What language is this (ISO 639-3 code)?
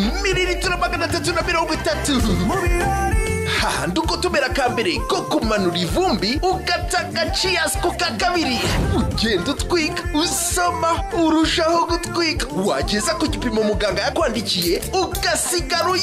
kin